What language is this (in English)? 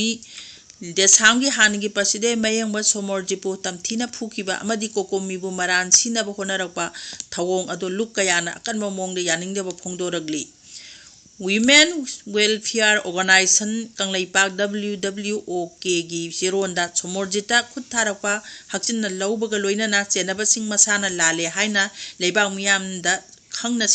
Manipuri